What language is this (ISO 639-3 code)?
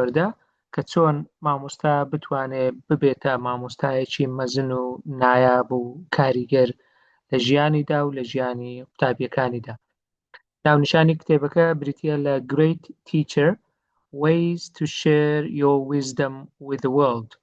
ckb